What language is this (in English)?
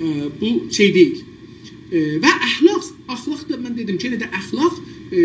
South Azerbaijani